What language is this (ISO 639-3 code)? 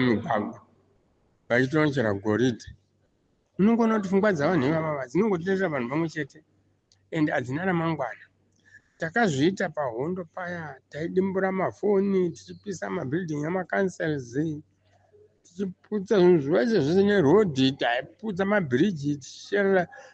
sna